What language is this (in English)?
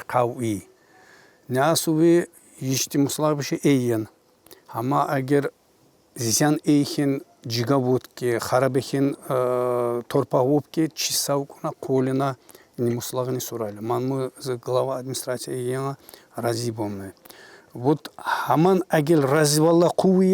Tsakhur